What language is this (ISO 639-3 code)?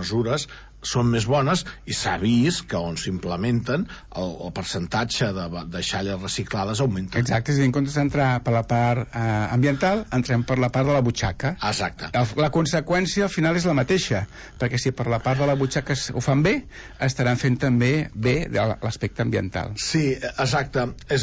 cat